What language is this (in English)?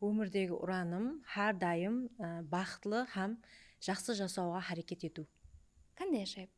Kara-Kalpak